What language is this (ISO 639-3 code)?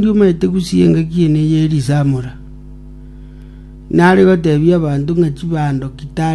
guz